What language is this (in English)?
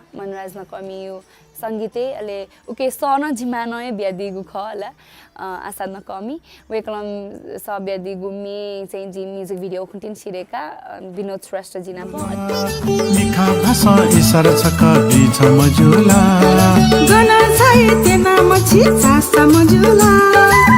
Newari